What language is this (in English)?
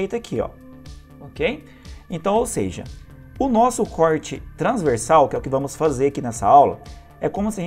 Portuguese